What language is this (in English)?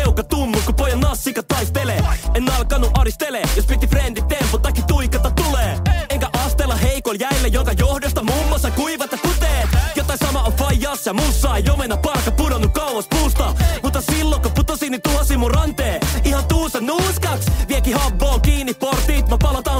Finnish